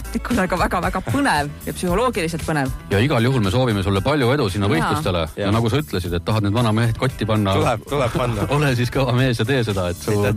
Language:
Estonian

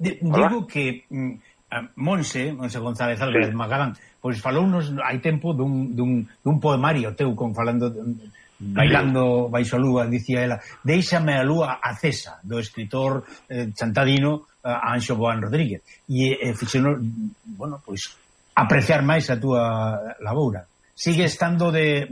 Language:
Galician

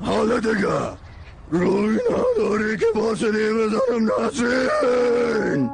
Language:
Persian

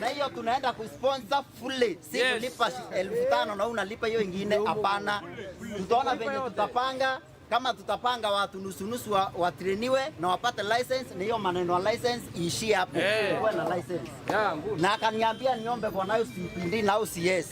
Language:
Meru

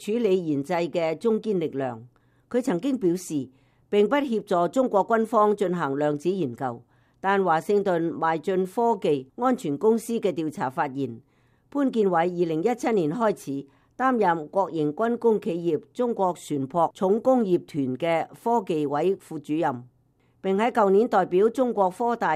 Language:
Cantonese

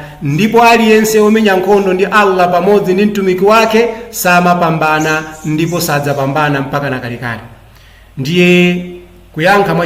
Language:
Nyanja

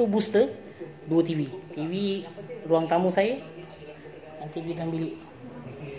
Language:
Malay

